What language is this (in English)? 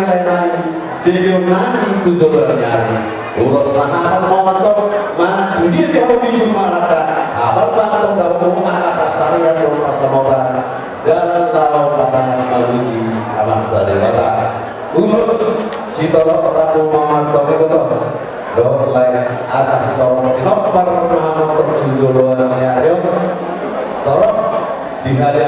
Batak Toba